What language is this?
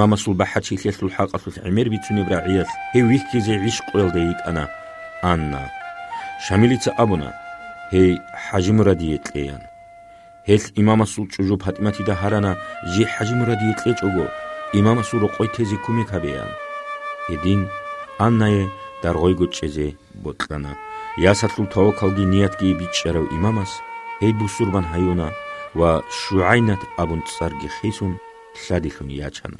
Avaric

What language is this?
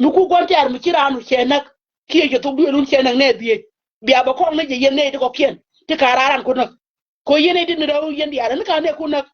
Nuer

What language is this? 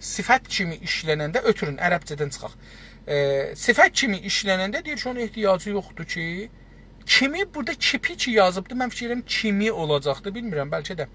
South Azerbaijani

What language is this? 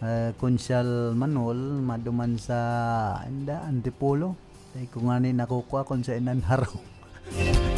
Bikol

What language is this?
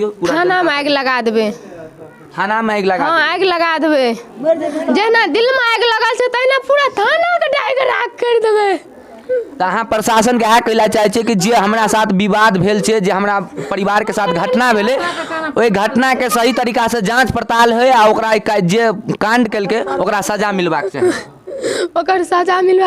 Maithili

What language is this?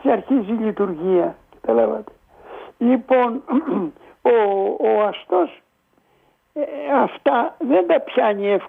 Greek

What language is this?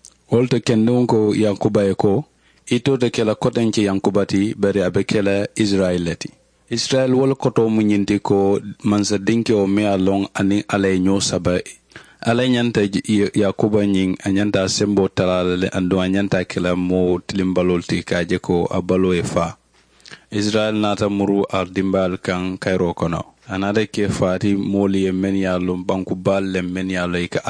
Mandingo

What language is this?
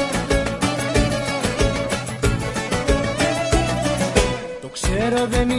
Greek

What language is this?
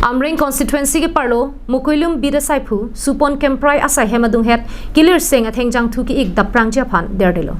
Karbi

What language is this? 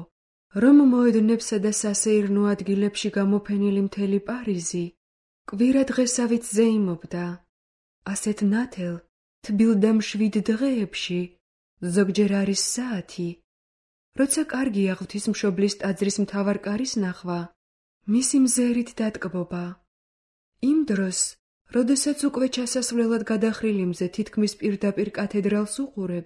Georgian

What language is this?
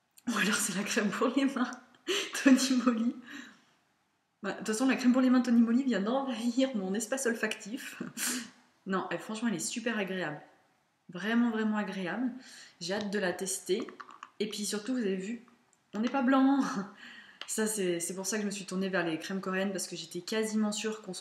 French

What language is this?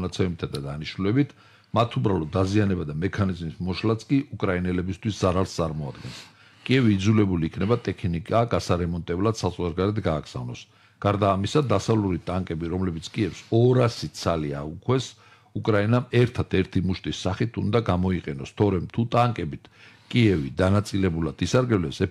Georgian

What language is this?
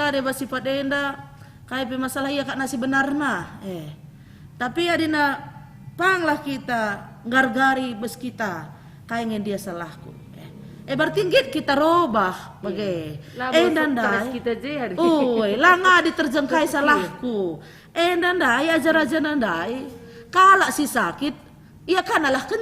Batak Karo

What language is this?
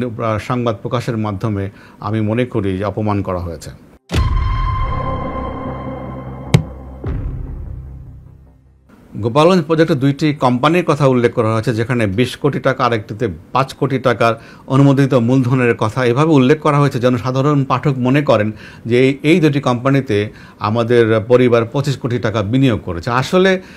Bangla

